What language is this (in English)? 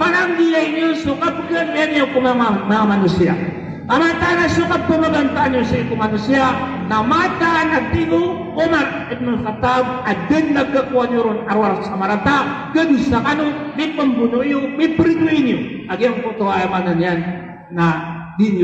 Maranao